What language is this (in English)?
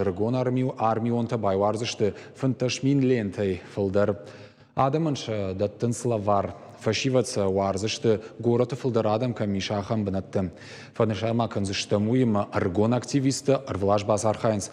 Ossetic